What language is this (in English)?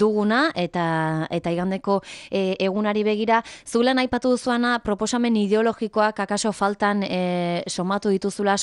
Basque